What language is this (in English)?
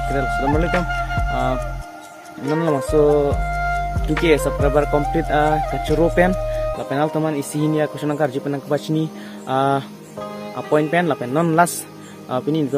Karbi